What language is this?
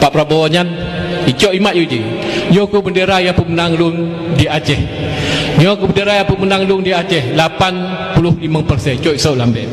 Achinese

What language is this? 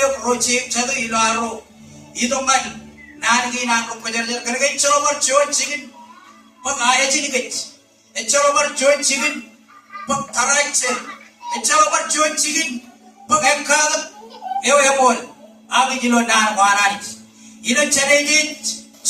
Marshallese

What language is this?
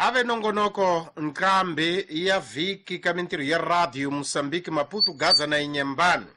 Tsonga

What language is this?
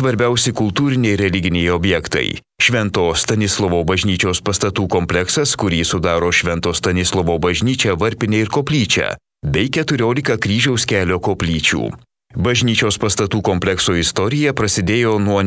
Lithuanian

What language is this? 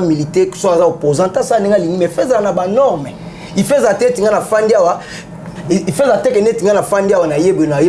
Lingala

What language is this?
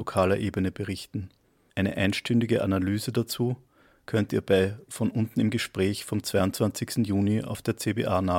German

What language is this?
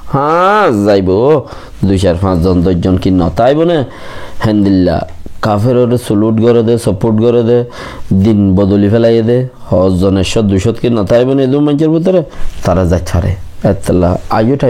Rohingya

